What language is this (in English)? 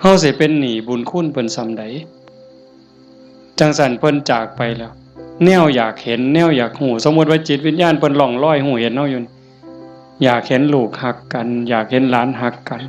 Northeastern Thai